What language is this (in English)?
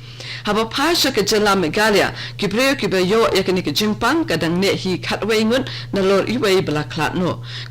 Khasi